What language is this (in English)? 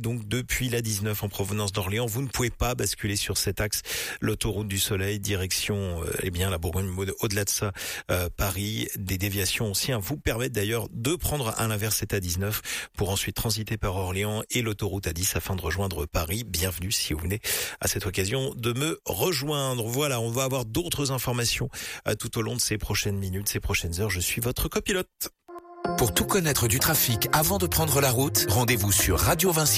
French